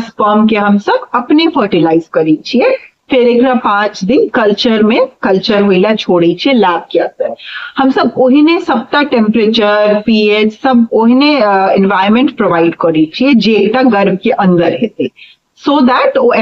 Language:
Maithili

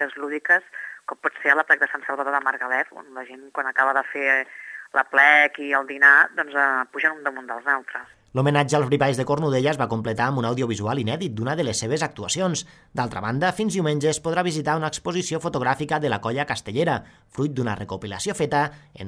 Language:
Catalan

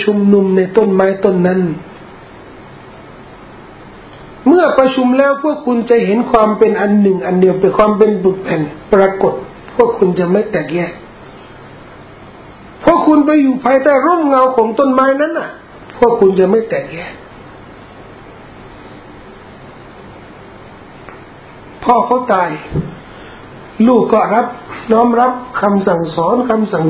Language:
Thai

